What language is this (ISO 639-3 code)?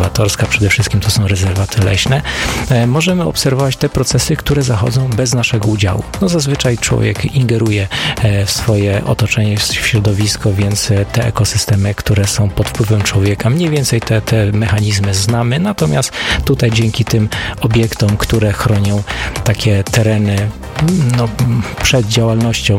pol